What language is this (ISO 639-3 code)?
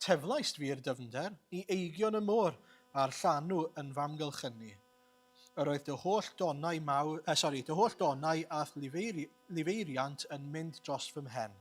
cym